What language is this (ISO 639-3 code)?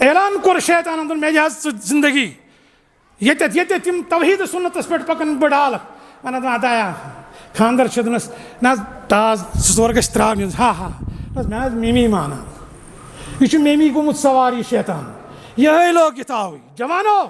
kas